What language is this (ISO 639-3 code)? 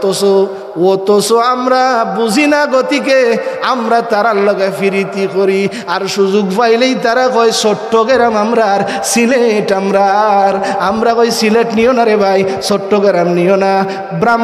syl